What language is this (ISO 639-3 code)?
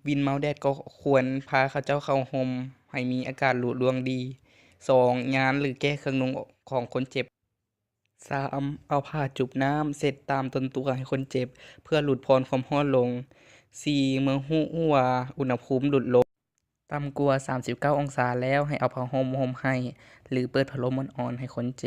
lao